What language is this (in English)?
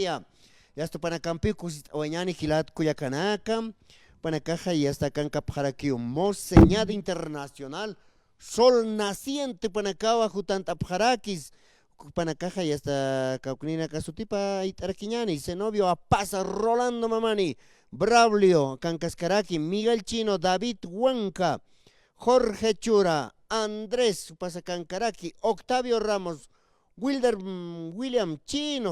Aymara